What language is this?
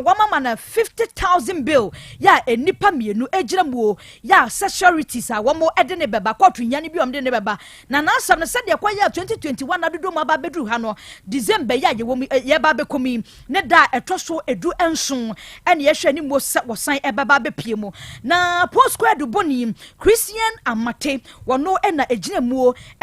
Akan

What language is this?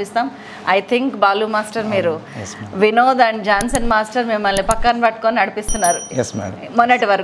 Telugu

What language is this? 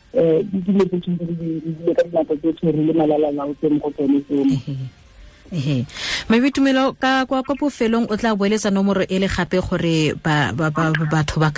Tswana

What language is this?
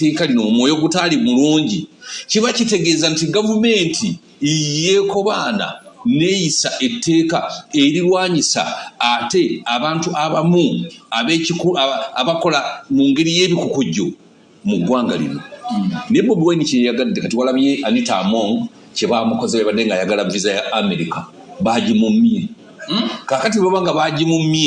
Ganda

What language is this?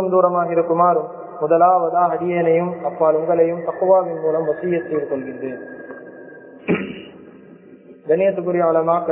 Tamil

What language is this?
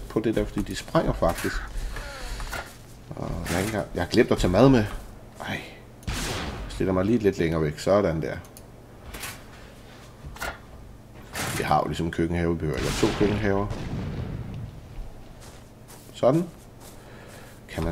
Danish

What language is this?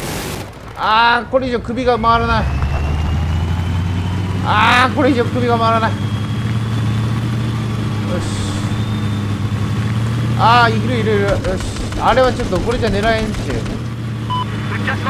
Japanese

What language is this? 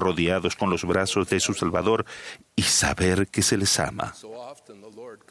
Spanish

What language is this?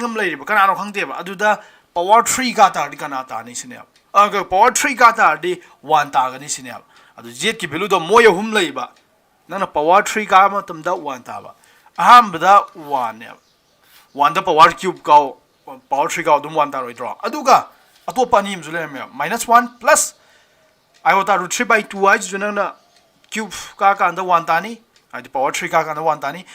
Manipuri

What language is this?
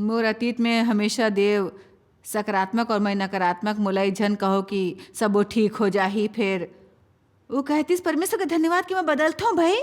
Chhattisgarhi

